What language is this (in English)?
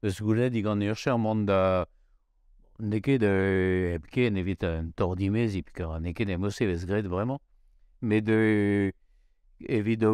Breton